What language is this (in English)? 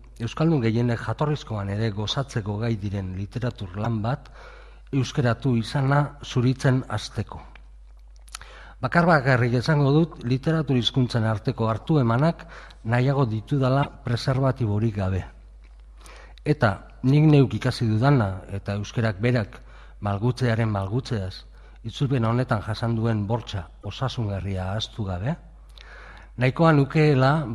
Basque